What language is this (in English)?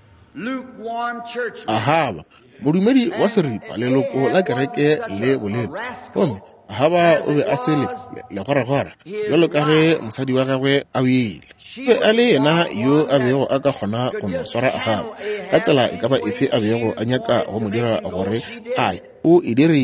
Northern Sotho